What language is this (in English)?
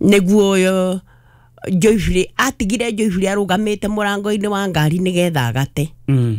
Kikuyu